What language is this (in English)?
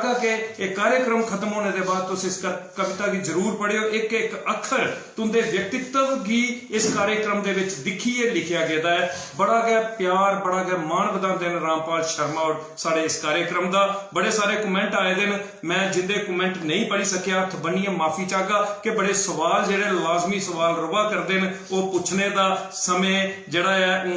Dogri